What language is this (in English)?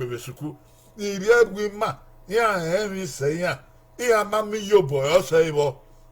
Bini